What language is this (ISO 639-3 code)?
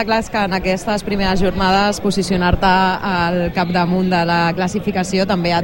cat